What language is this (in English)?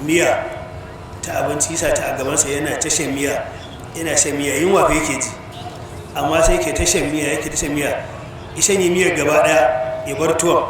Hausa